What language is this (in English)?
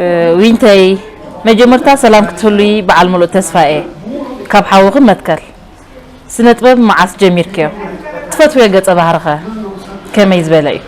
Tigrinya